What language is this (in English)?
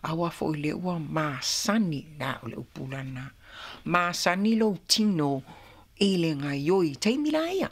Samoan